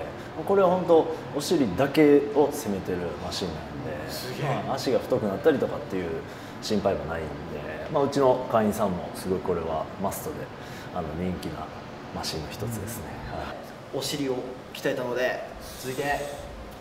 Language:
Japanese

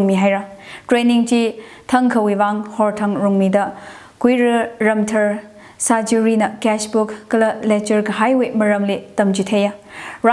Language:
Tangkhul Naga (India)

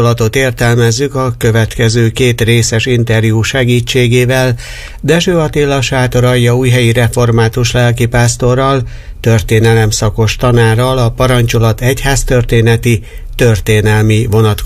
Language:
Hungarian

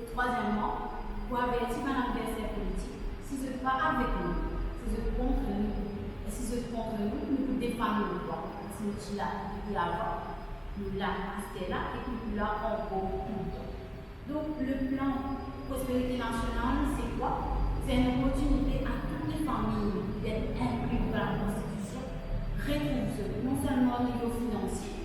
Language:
Morisyen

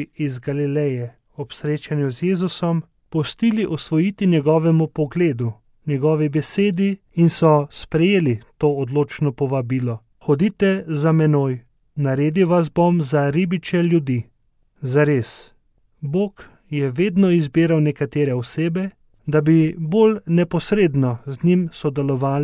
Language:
Slovenian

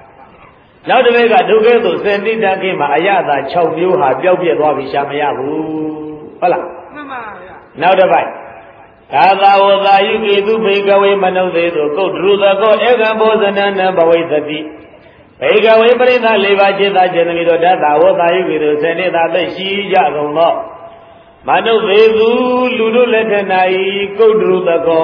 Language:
Burmese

